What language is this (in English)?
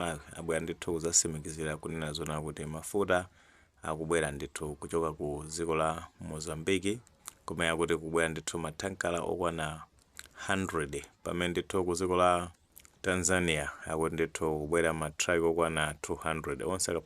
Nyanja